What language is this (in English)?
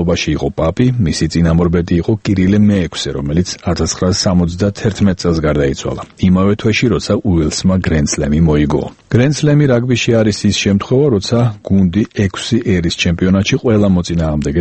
Georgian